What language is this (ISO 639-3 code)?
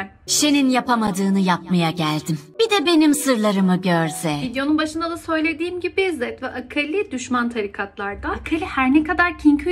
tur